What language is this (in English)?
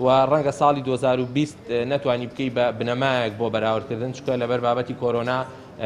Central Kurdish